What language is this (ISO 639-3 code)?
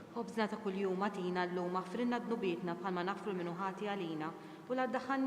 mlt